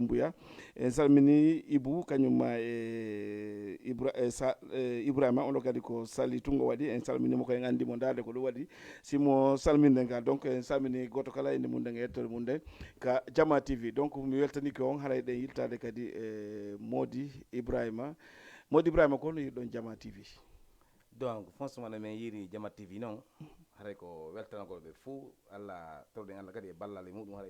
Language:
Fula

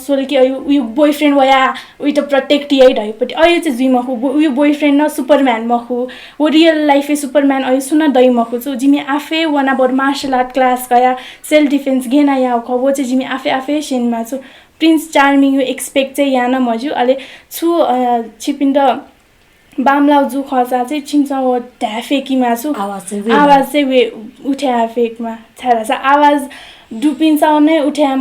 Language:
Newari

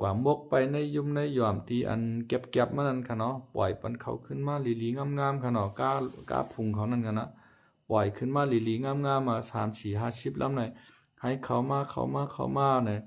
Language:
Lao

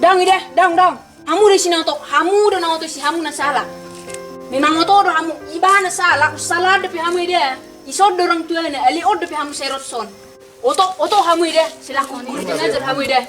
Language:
Batak Toba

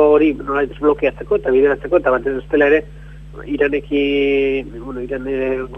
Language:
Basque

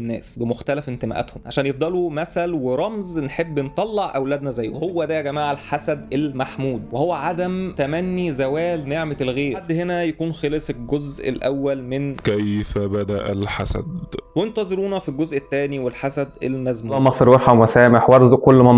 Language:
Egyptian Arabic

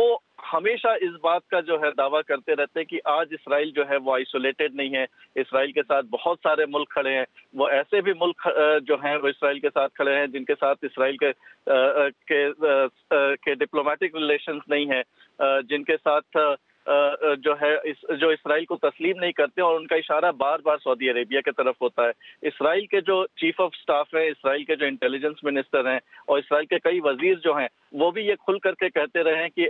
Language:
Urdu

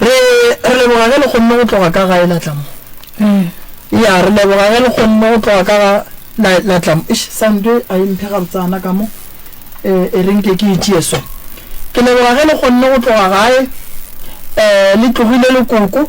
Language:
Northern Sotho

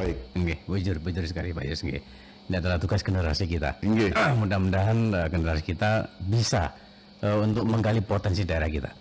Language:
Banjar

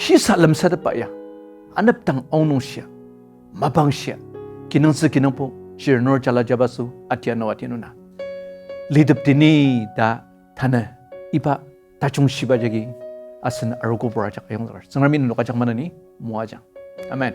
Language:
Ao Naga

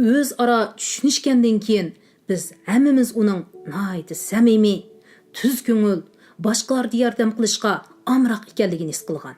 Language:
Uyghur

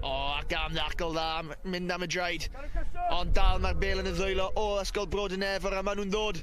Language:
Welsh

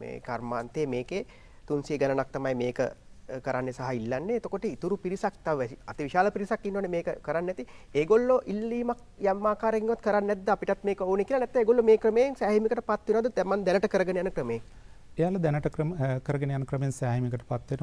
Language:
Sinhala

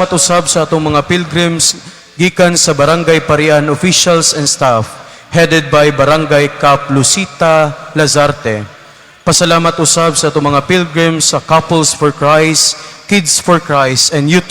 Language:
Cebuano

